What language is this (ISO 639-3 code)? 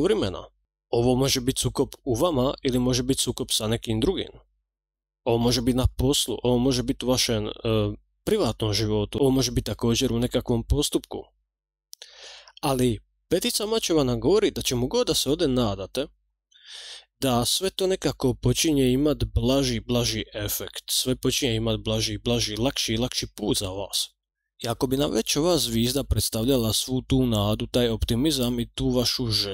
hrv